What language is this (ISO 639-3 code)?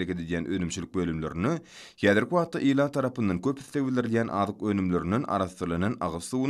tuk